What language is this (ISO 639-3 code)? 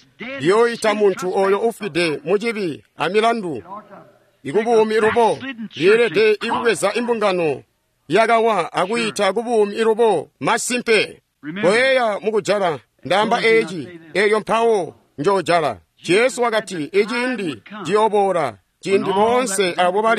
toi